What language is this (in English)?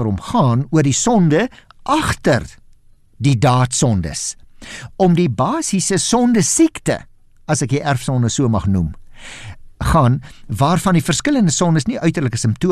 Afrikaans